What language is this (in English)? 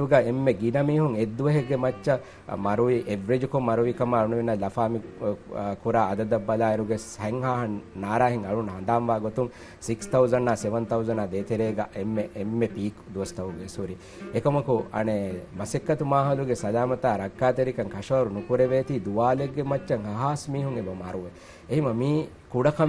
Divehi